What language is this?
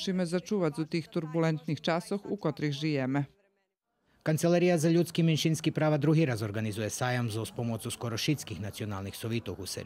Rusyn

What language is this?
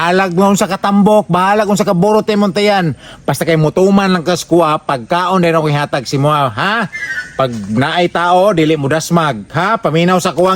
Cebuano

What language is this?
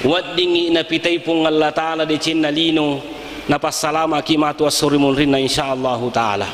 Buginese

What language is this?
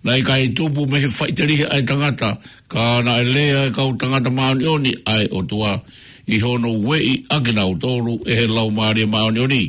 Tongan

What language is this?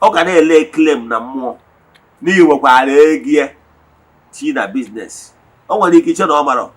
Igbo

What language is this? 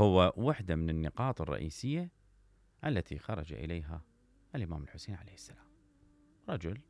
Mesopotamian Arabic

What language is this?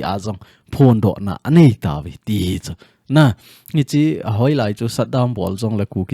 Thado Chin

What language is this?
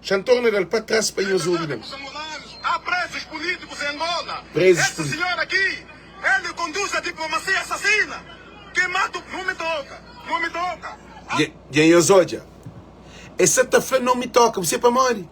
Kabuverdianu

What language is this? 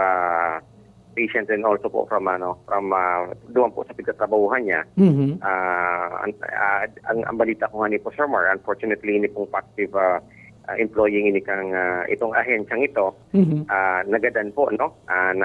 Bikol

